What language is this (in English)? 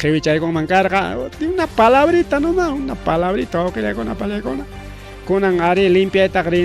Ayacucho Quechua